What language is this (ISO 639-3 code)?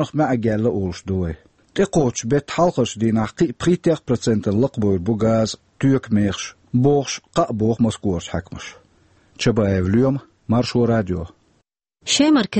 che